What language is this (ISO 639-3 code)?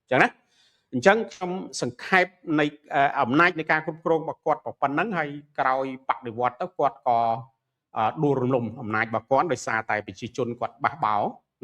khm